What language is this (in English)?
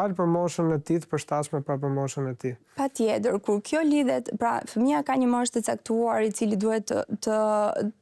Albanian